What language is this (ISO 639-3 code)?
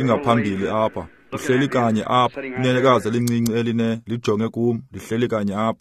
xho